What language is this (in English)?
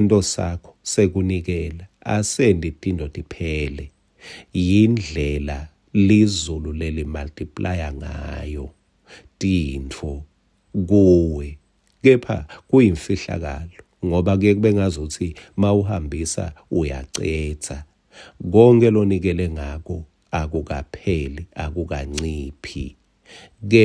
Swati